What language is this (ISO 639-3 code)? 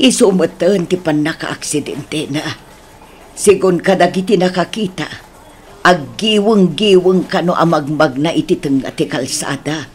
ilo